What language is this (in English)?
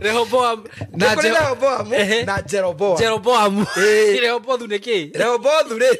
Kikuyu